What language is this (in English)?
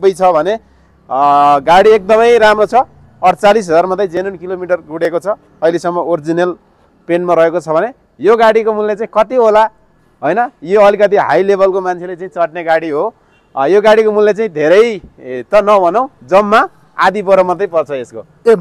Nepali